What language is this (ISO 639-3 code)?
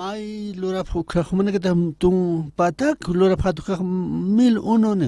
aym